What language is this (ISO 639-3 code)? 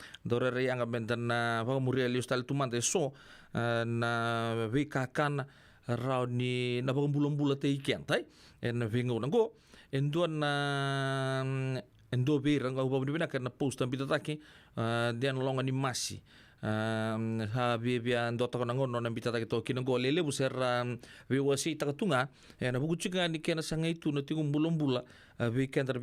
fij